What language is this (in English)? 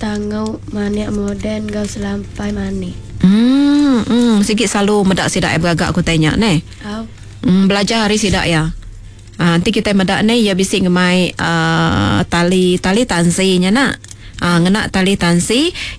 Iban